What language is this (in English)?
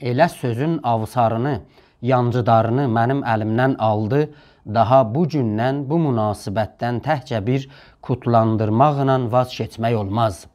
South Azerbaijani